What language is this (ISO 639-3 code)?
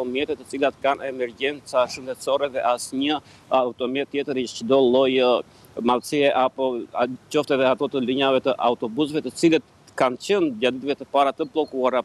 sqi